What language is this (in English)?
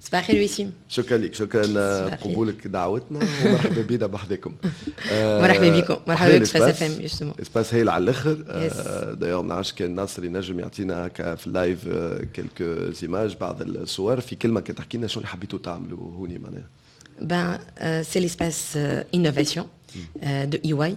Tunisian Arabic